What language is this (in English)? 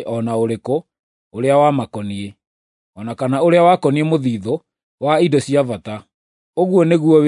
Kikuyu